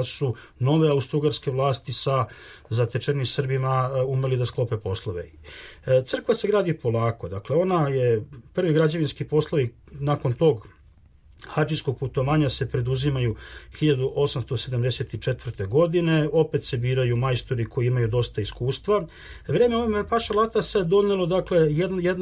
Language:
Serbian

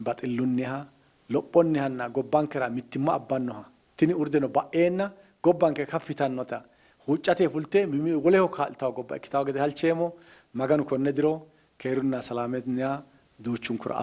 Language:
Sidamo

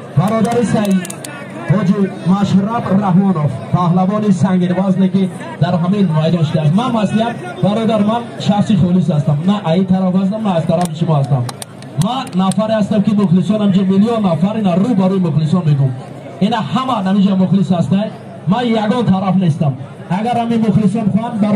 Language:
Tajik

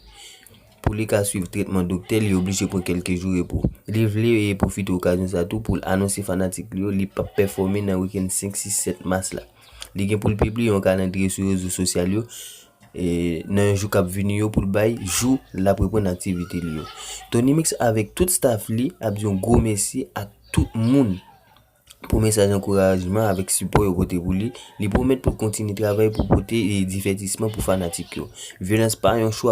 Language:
Haitian Creole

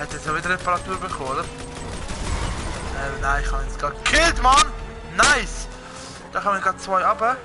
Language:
Swiss German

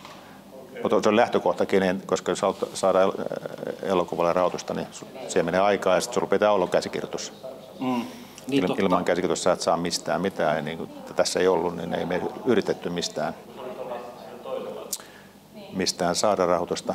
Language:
Finnish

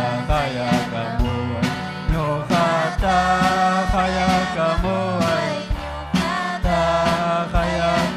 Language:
Ayacucho Quechua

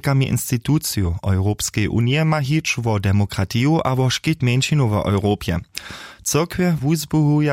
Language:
Upper Sorbian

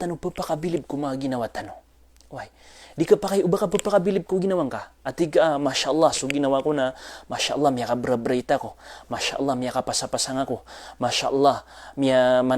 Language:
Maranao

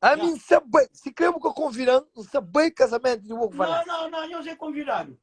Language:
Kabuverdianu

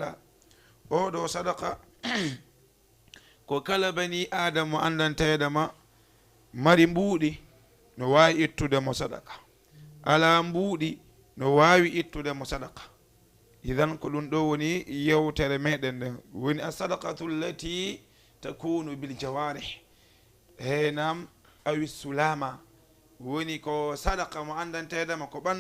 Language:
Fula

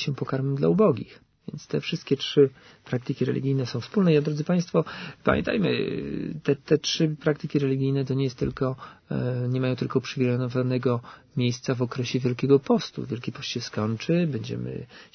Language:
Polish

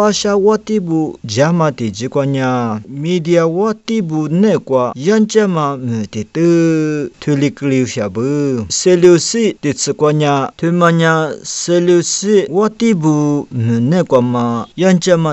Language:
Lisu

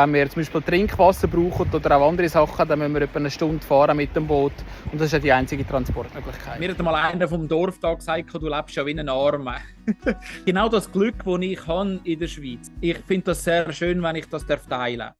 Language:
Swiss German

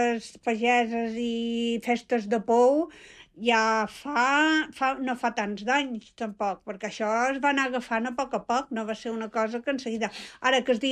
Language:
Catalan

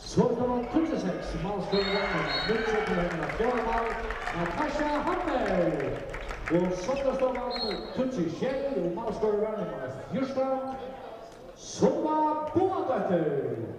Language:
Faroese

